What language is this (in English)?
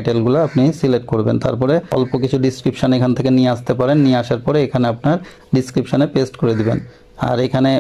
Bangla